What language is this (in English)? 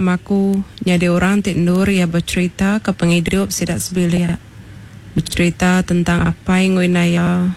Iban